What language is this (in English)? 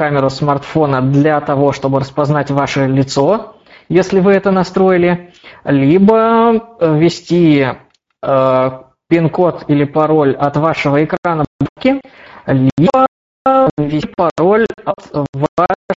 Russian